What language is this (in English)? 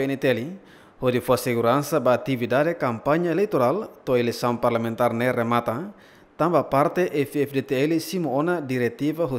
Tetum